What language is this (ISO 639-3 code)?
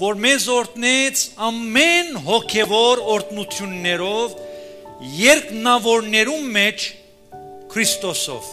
hye